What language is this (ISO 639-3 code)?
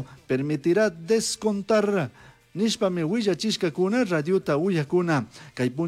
qug